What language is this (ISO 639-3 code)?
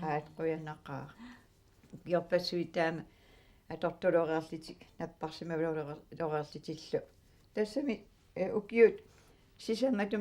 kal